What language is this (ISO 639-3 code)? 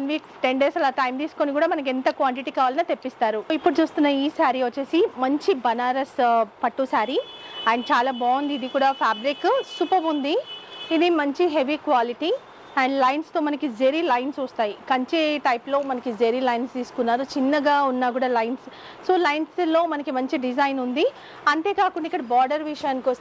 tel